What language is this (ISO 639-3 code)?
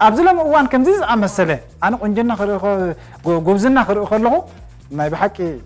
tir